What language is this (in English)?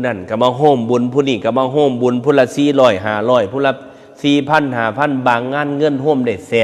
Northeastern Thai